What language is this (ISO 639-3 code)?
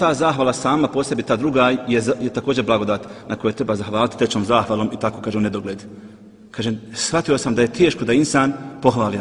bos